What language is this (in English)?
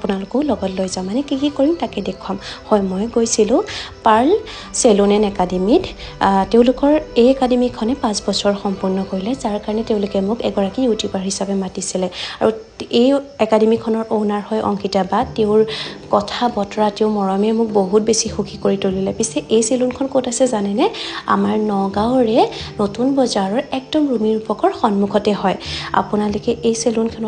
Assamese